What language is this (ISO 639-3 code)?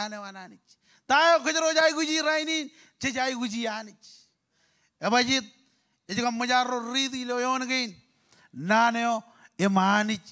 mah